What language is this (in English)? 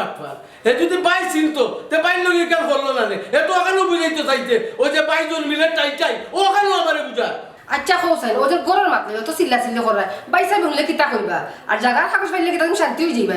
Sylheti